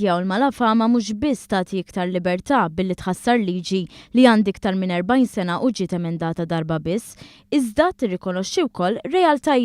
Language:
Maltese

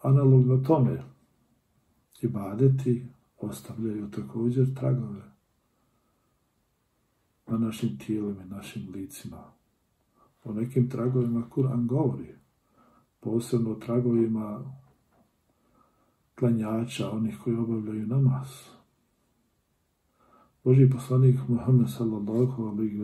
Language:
Bosnian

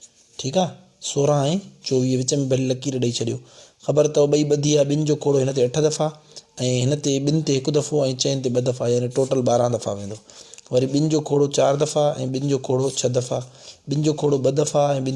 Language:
Sindhi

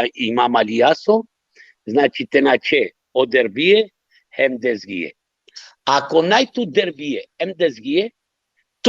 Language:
Balkan Romani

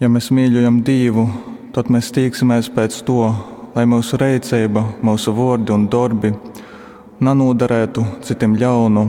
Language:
Latgalian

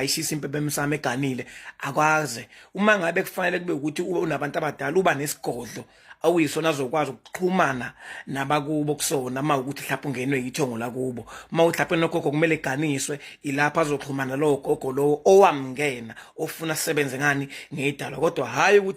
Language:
Zulu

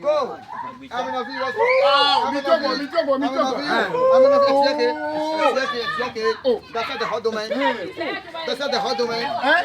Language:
Ewe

